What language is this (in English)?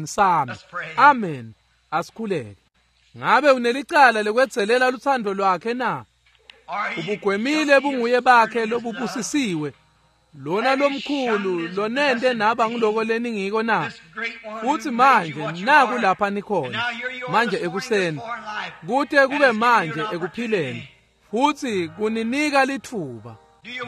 Swati